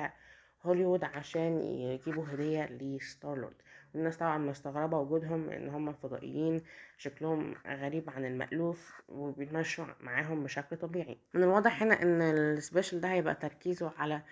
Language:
Egyptian Arabic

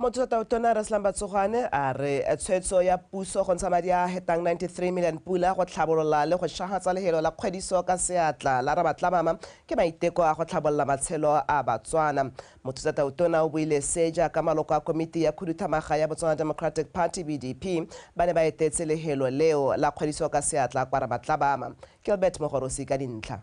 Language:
Tswana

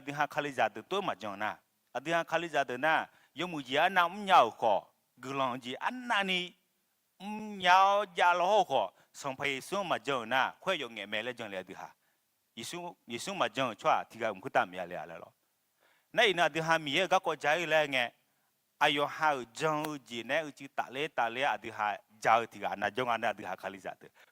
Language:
Akha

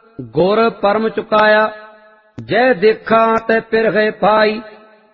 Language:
Punjabi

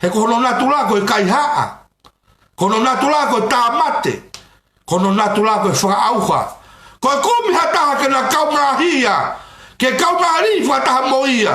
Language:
Tongan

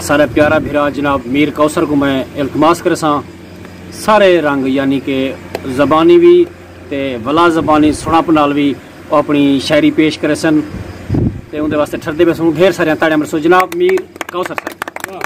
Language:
Saraiki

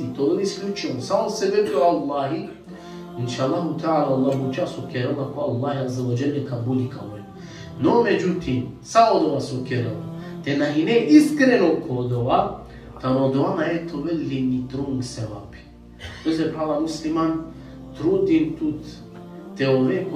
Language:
Balkan Romani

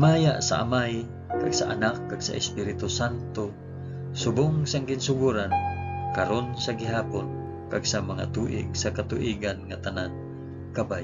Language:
Hiligaynon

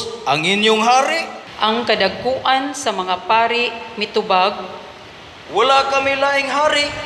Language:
Cebuano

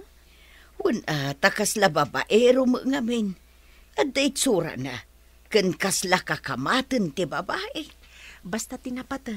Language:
Iloko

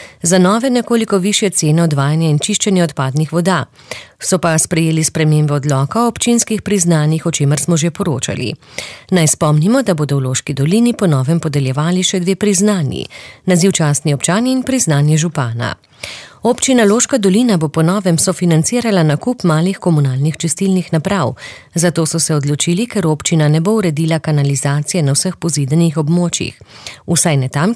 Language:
Slovenian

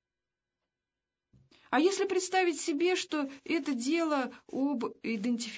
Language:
Russian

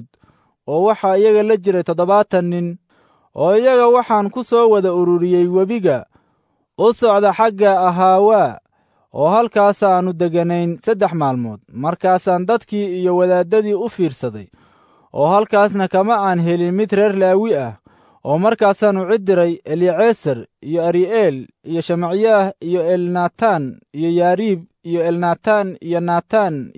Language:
Somali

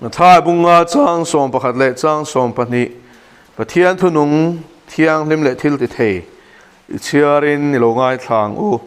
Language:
Mizo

